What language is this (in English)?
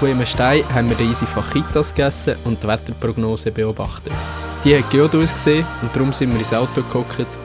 Swiss German